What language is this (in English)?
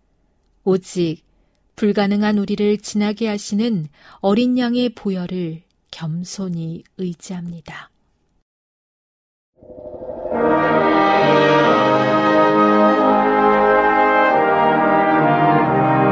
Korean